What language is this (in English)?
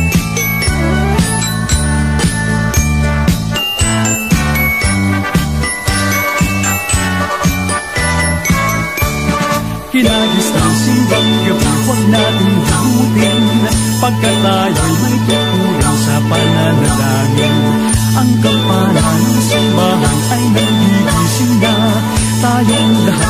Filipino